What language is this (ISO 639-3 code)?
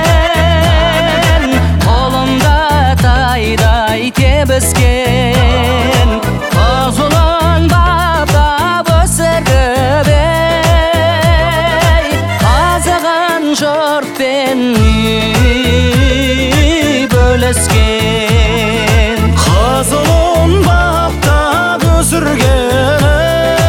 kaz